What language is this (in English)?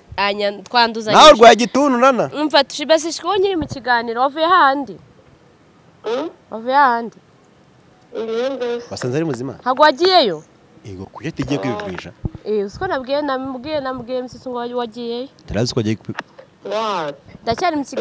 Kinyarwanda